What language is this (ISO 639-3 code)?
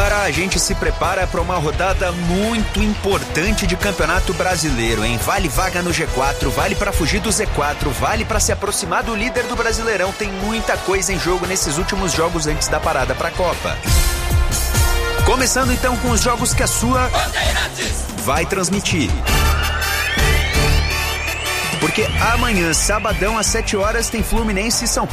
por